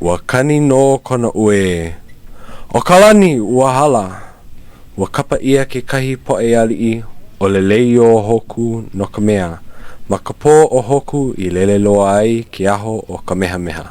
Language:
Hawaiian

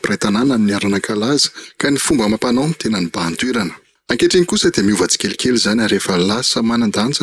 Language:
Malagasy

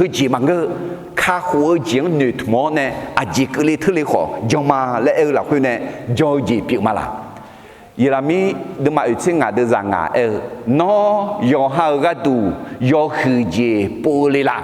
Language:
Akha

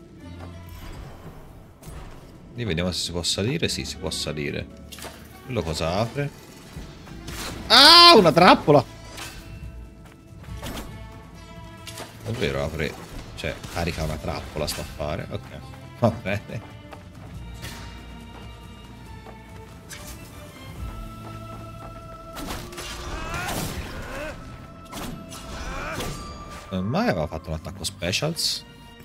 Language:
Italian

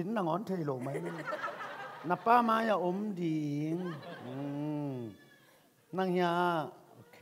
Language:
Tedim Chin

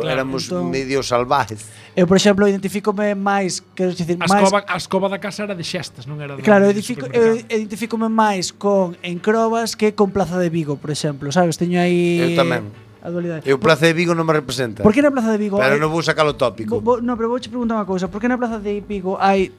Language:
Galician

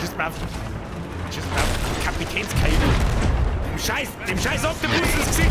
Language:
Bavarian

